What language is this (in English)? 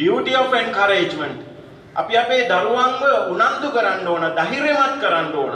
Sinhala